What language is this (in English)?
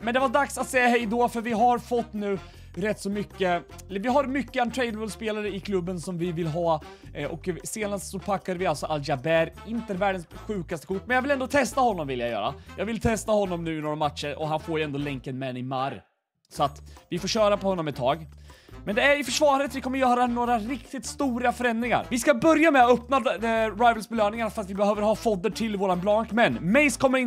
Swedish